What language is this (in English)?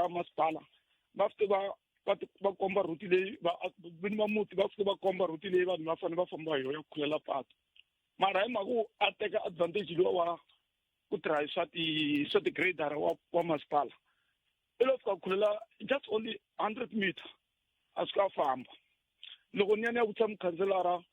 Tsonga